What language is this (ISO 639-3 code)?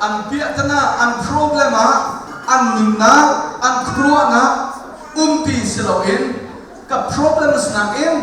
cnh